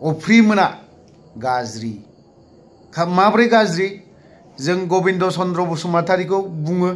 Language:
Bodo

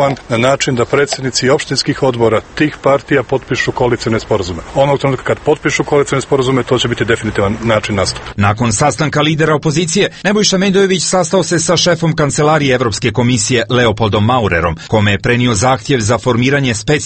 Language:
Serbian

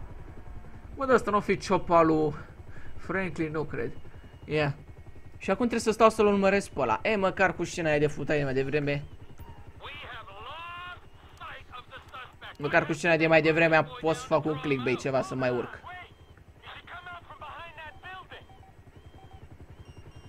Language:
Romanian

